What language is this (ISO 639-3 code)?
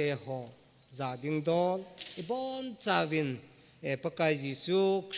tcz